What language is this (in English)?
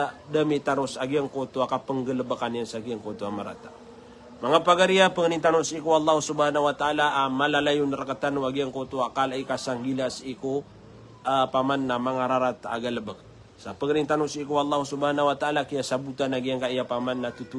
Maranao